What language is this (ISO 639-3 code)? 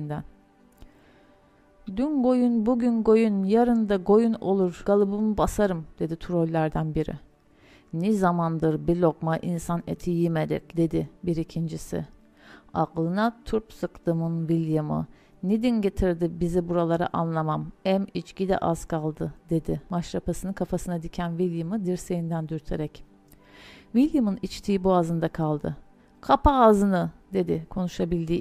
tur